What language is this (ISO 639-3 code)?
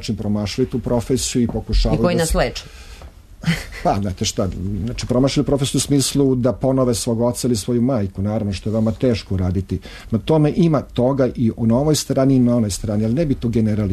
srp